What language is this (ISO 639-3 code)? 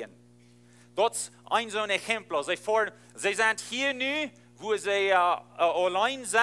pdt